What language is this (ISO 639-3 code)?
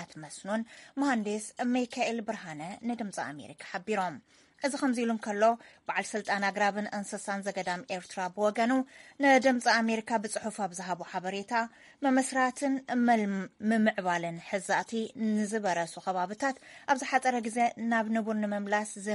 tir